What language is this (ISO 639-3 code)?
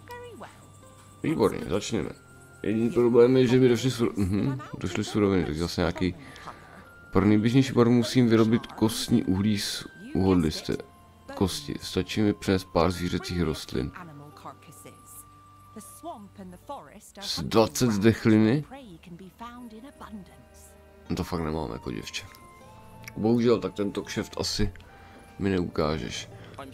ces